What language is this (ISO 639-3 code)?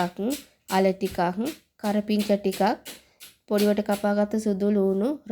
sin